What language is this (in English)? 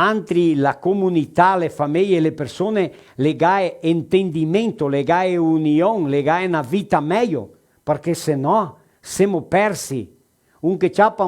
Venetian